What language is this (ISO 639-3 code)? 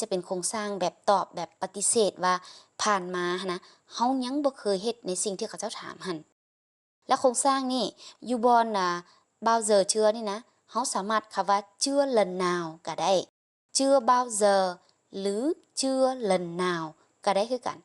lao